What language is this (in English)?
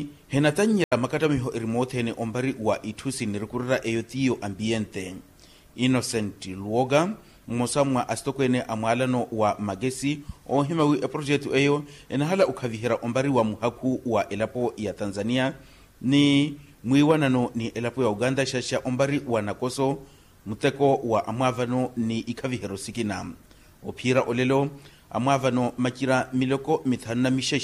Makhuwa